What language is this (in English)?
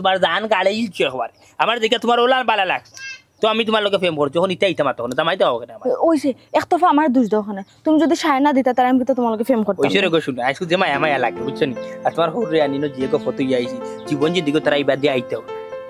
Sylheti